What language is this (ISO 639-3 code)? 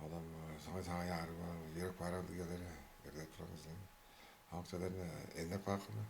tyv